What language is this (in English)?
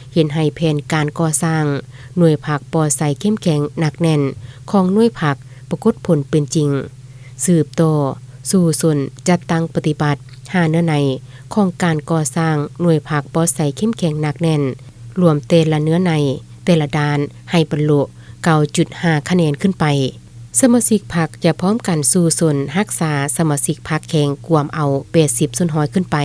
Lao